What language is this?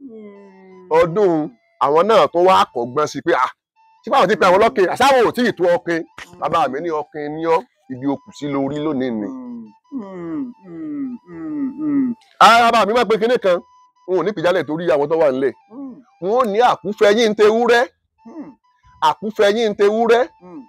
Yoruba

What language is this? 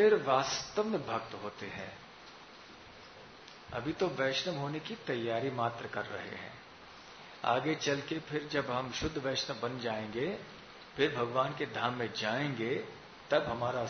Hindi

